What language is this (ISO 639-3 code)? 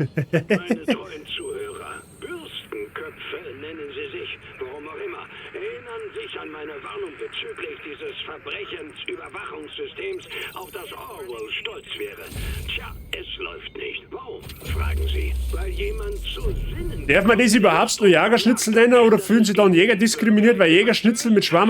bar